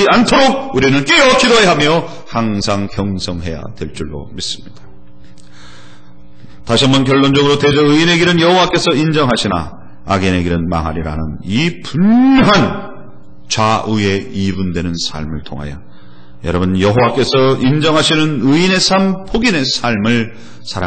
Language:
Korean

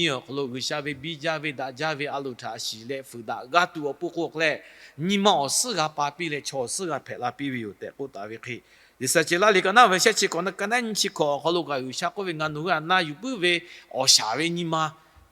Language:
Lahu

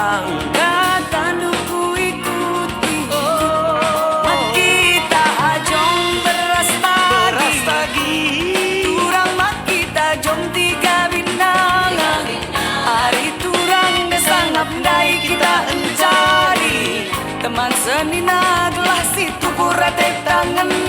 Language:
Batak Karo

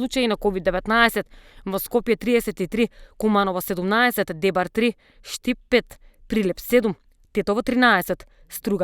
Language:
Macedonian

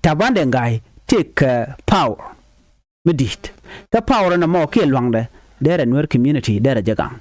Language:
Nuer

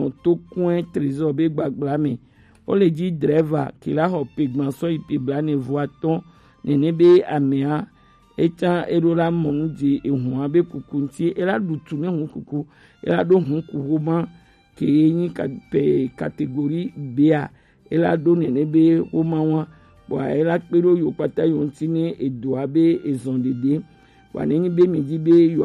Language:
Gen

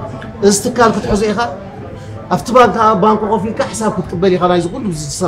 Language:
Tigrinya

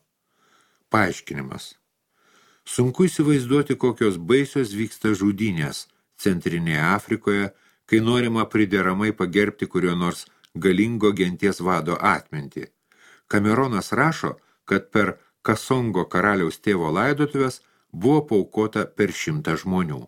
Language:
Lithuanian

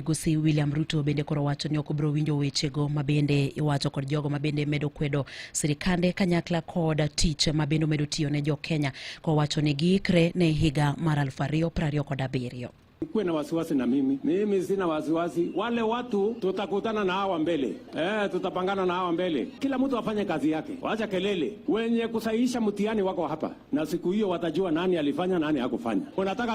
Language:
Luo (Kenya and Tanzania)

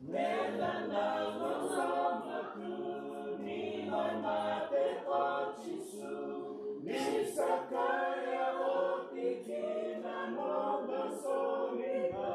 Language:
Fijian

